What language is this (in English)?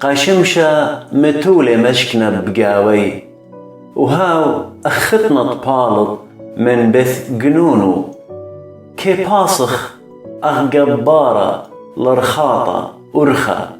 Assyrian Neo-Aramaic